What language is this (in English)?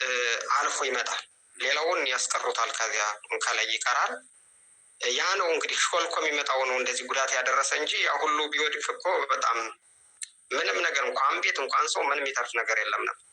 Amharic